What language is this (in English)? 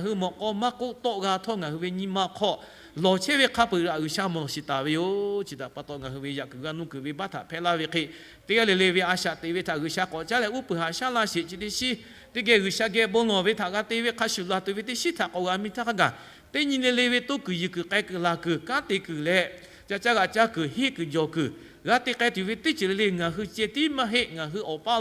Lahu